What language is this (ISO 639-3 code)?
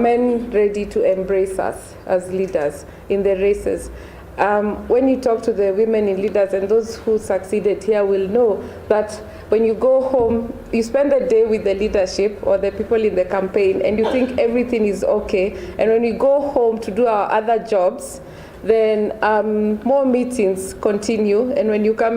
mer